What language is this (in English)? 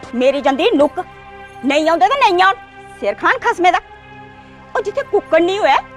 Dogri